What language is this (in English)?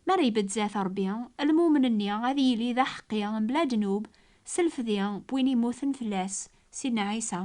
Kabyle